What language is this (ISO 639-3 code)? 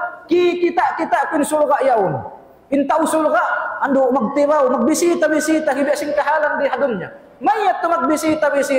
tsg